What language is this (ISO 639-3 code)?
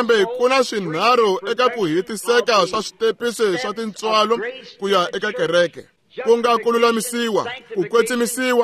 tso